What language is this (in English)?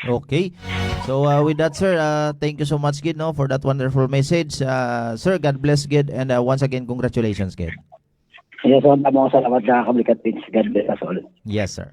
Hiligaynon